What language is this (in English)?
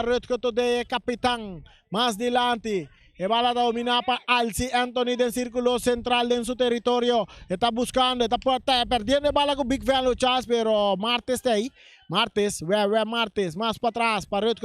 Papiamento